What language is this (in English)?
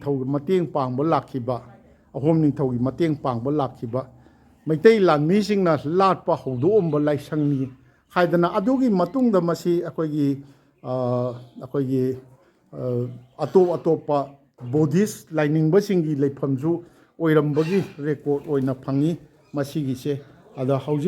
Manipuri